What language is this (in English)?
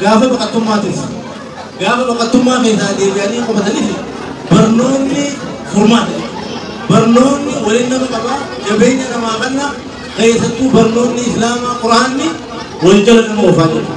Oromo